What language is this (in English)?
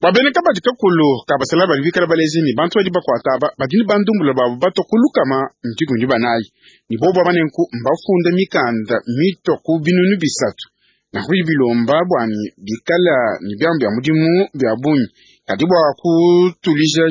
Luba-Lulua